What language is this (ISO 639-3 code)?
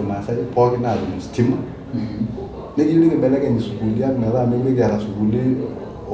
mas